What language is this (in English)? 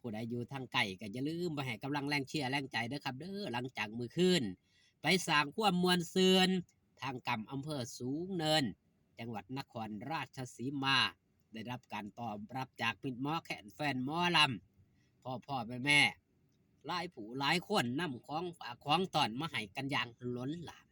Northeastern Thai